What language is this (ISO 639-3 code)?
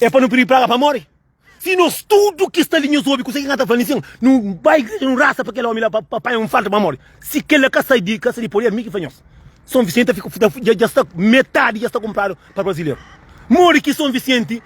kea